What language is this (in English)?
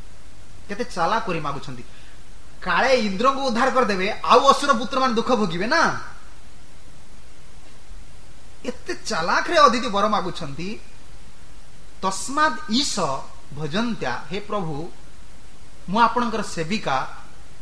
Odia